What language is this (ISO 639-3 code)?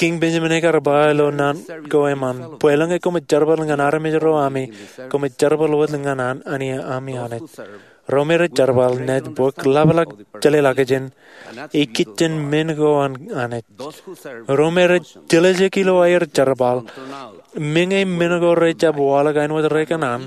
mah